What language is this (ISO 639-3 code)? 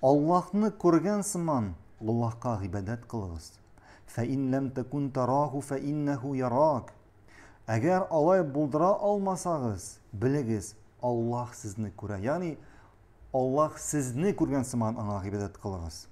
tat